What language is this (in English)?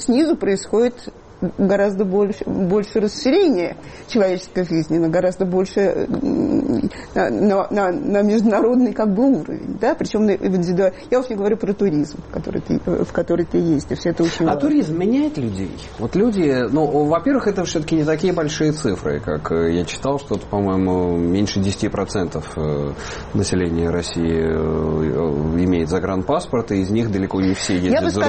Russian